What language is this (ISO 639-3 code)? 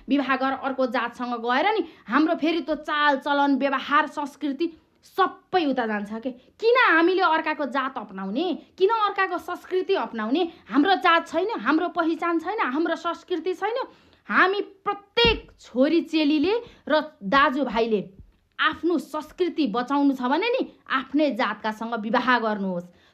nep